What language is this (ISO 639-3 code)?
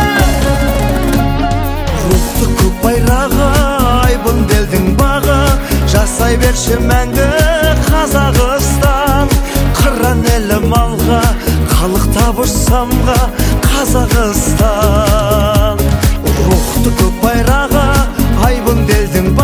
kaz